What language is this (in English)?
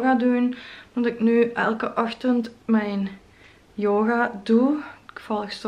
Dutch